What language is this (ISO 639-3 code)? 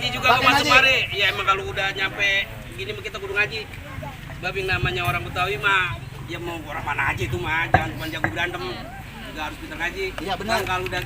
bew